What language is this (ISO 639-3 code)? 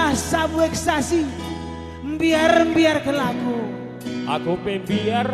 btx